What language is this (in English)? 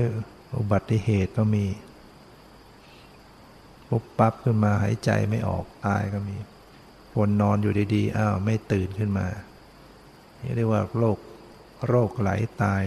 Thai